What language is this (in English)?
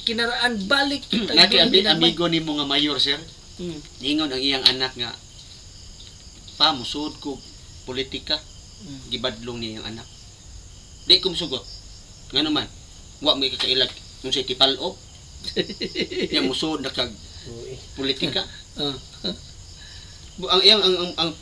Cebuano